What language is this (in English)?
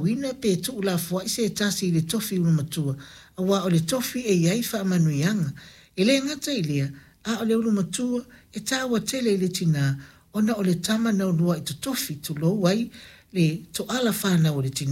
Samoan